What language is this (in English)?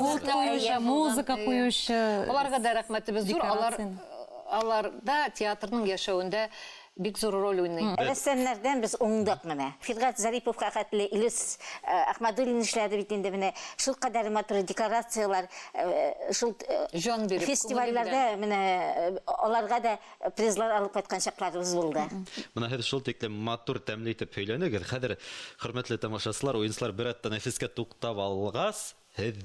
Bashkir